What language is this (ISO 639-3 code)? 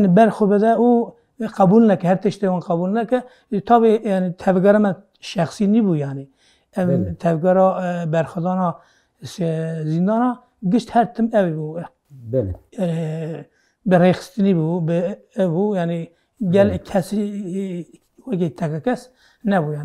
kur